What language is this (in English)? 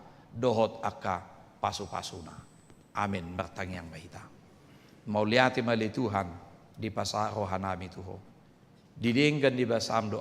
Batak Toba